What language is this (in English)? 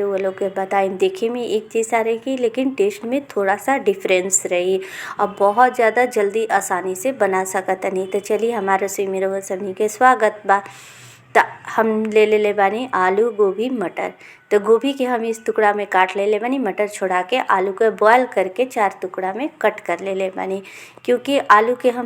Bhojpuri